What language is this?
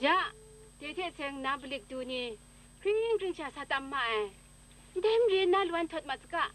Kachin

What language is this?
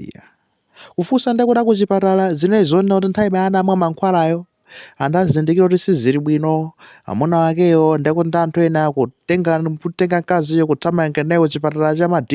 Nyanja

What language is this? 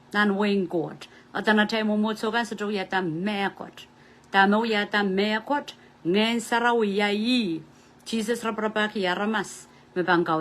Pohnpeian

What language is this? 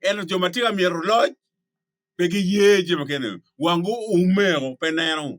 Acoli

